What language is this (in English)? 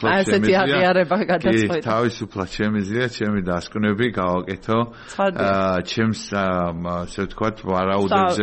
Georgian